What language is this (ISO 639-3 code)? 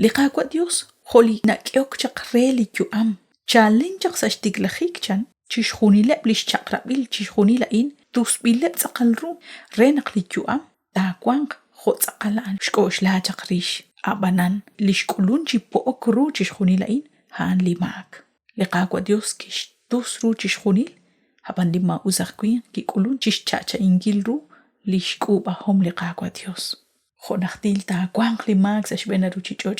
kek